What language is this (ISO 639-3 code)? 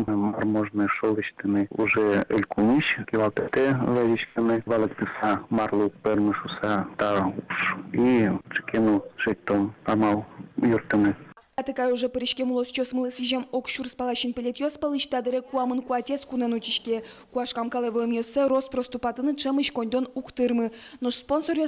udm